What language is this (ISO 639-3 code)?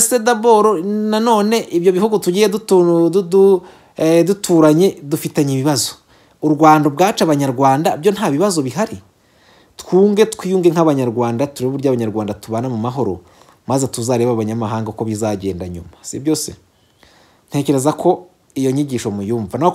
kin